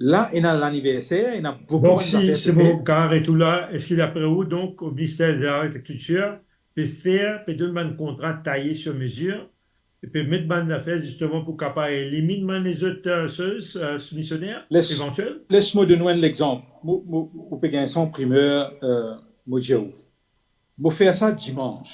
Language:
Morisyen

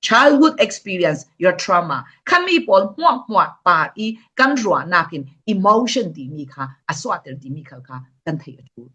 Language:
Falam Chin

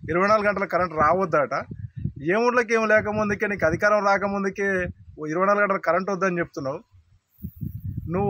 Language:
Telugu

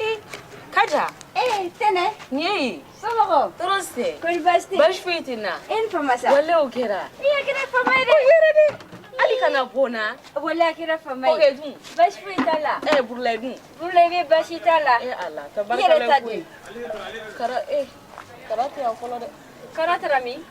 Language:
Bambara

